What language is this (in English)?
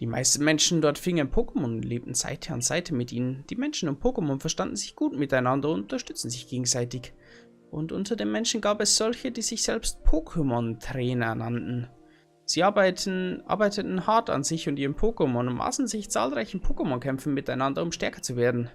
Bavarian